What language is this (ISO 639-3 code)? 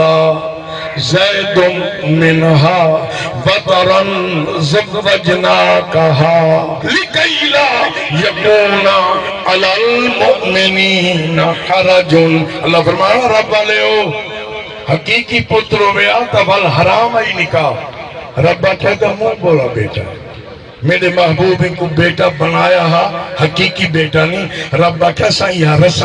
skr